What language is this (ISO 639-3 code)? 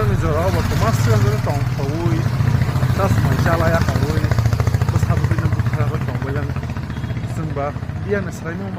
trp